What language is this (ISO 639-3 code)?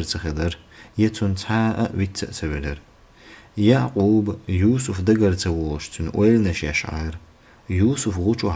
che